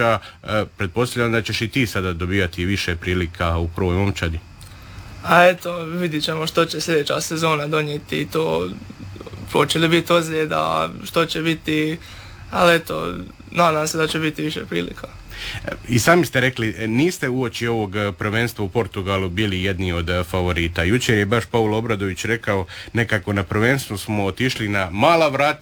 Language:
Croatian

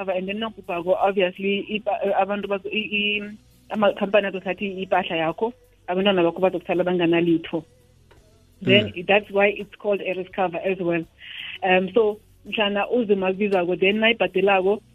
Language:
South Ndebele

